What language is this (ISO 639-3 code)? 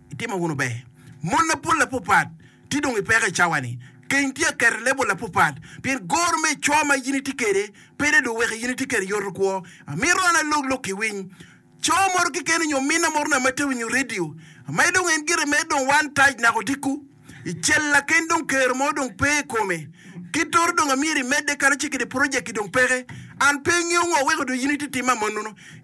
ach